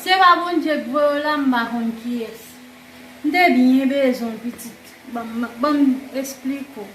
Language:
Haitian Creole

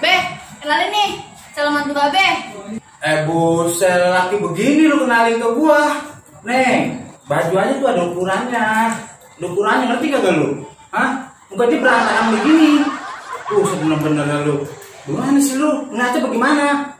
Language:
Betawi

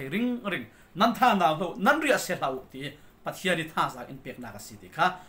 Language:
Falam Chin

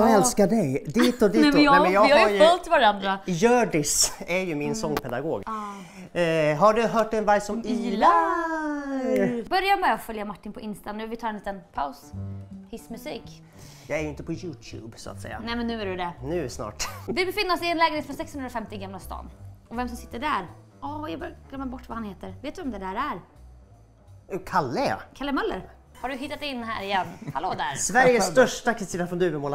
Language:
Swedish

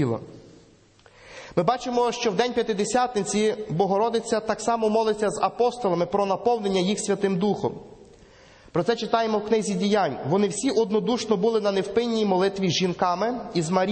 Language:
Ukrainian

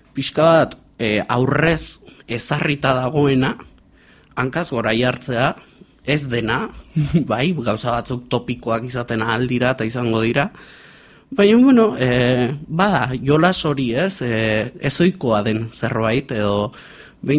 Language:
Basque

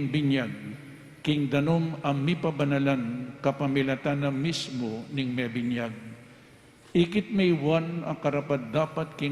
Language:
Pampanga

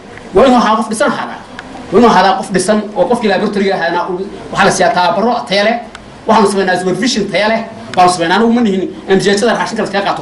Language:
Somali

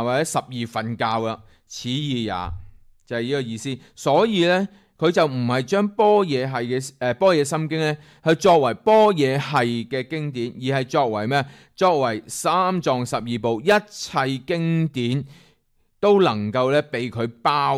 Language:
Cantonese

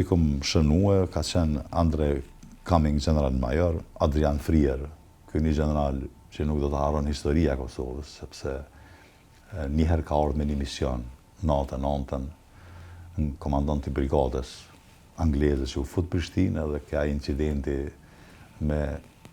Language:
Albanian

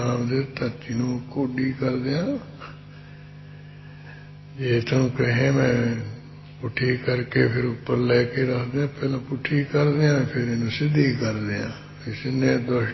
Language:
Punjabi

